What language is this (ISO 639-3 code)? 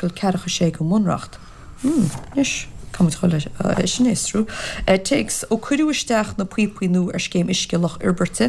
gle